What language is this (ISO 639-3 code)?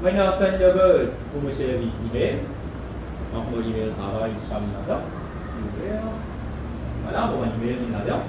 mfe